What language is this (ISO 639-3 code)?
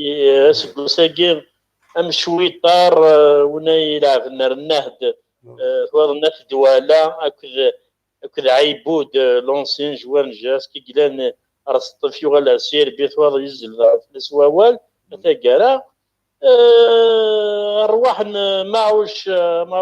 kab